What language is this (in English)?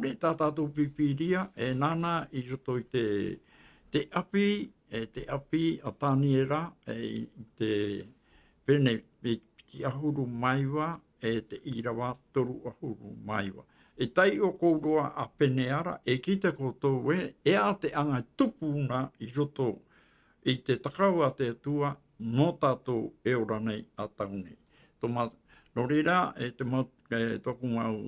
Tahitian